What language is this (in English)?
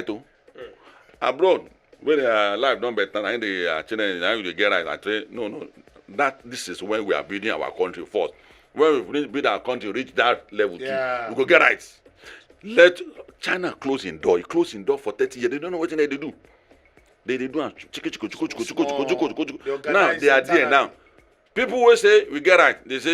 Nigerian Pidgin